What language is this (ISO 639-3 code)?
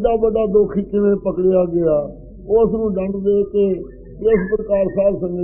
pan